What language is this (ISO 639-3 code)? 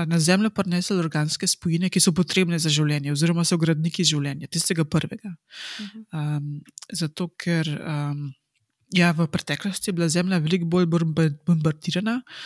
slv